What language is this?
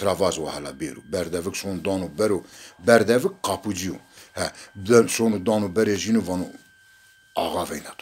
Zaza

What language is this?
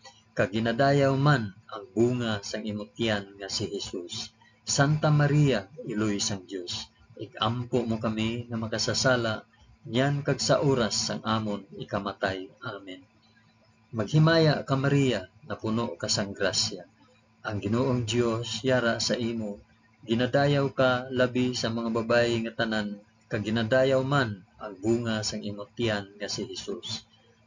Hiligaynon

